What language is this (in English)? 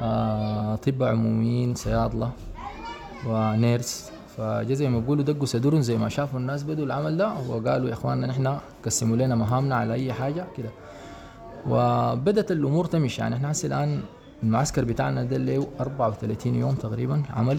Sudanese Arabic